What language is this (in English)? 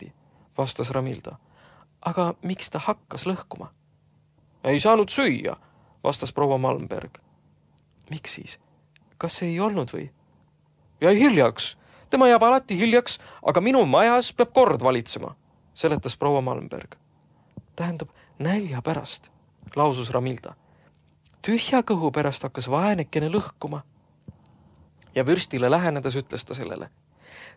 Estonian